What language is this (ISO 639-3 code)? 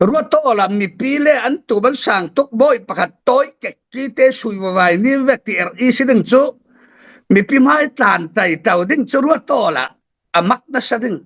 cfm